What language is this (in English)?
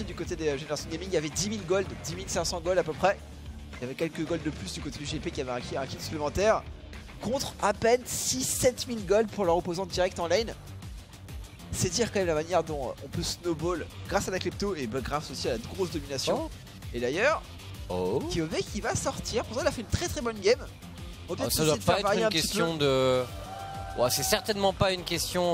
French